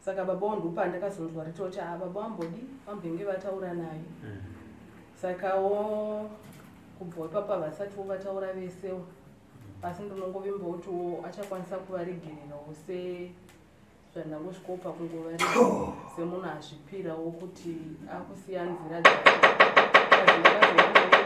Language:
Shona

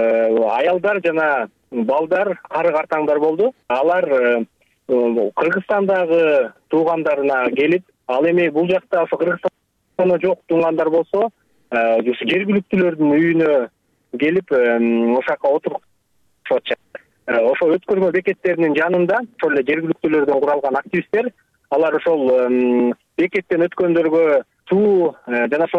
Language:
Kyrgyz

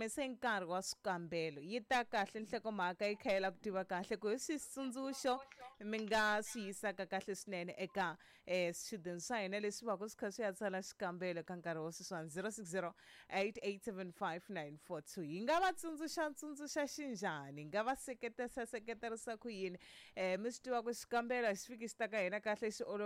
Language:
Tsonga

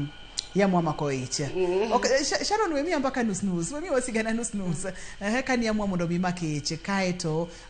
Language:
Luo (Kenya and Tanzania)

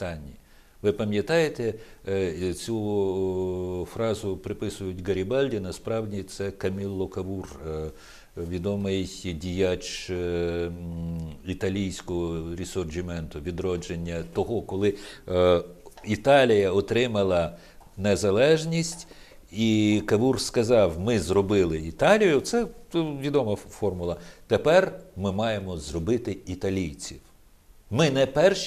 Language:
Ukrainian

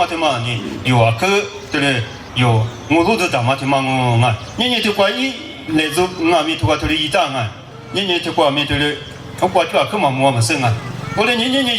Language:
Lisu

